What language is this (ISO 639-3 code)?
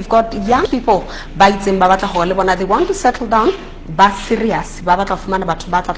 sot